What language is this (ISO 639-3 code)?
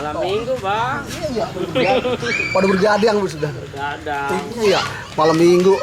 bew